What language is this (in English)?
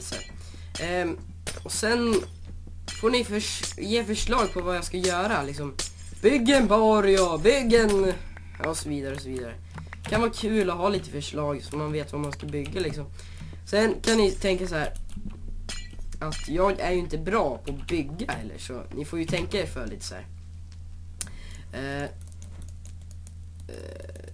Swedish